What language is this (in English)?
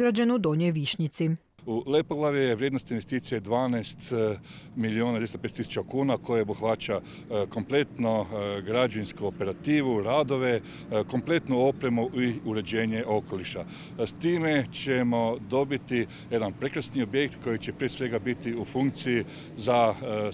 Croatian